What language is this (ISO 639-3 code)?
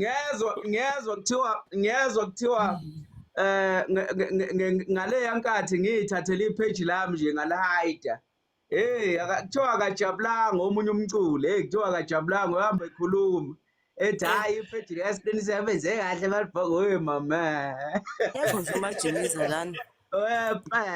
zul